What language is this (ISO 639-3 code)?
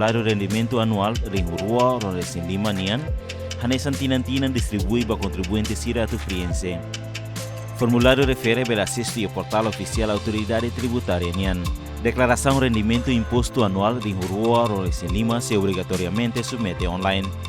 tet